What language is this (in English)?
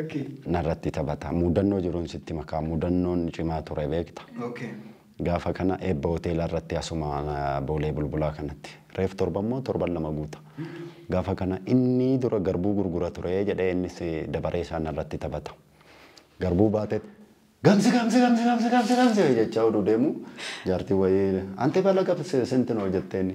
Oromo